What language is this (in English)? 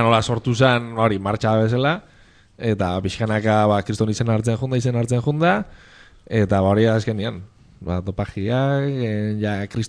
Basque